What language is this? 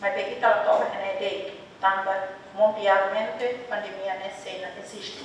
Tetum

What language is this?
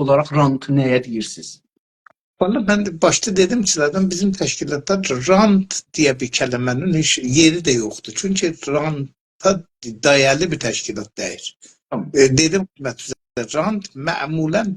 South Azerbaijani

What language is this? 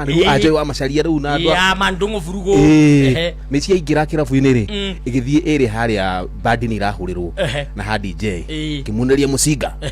Kikuyu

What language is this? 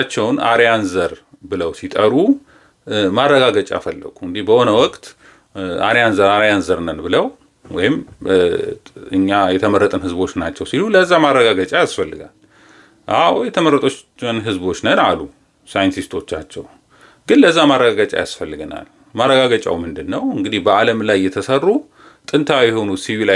Amharic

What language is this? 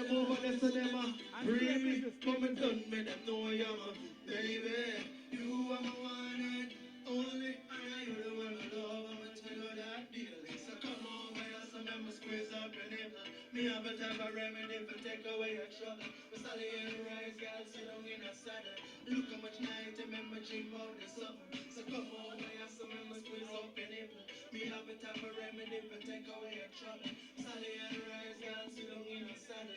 Jamaican Creole English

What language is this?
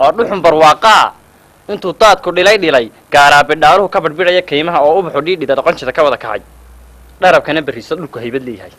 Somali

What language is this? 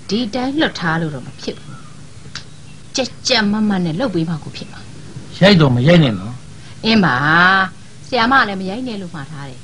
Burmese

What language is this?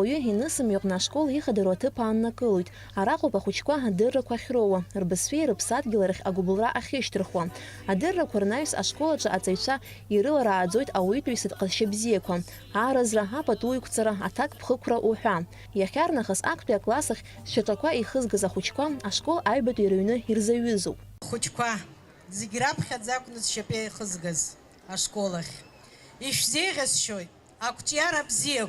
Abkhazian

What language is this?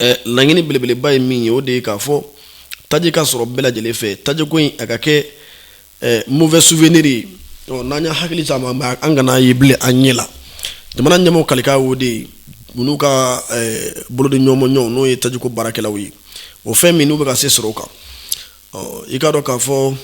Bambara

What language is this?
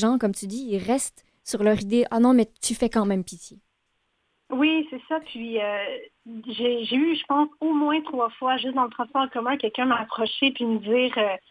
French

